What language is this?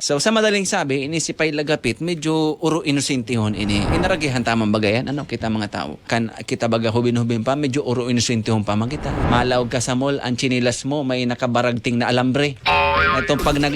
Bikol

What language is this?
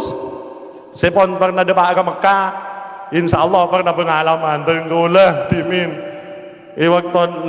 Madurese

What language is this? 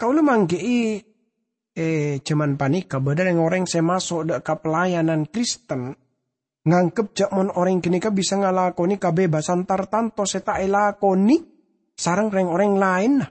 Madurese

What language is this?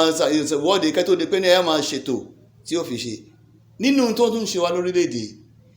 Yoruba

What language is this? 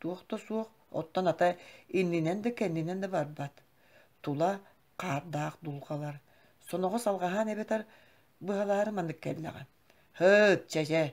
Yakut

